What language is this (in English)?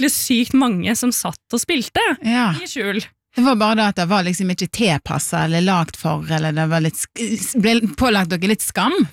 Norwegian